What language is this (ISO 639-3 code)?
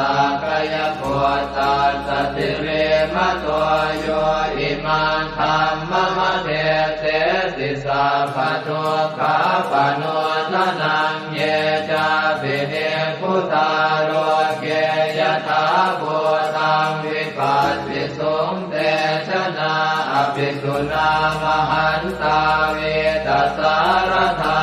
pli